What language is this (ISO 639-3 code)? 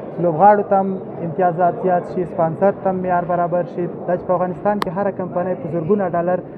pus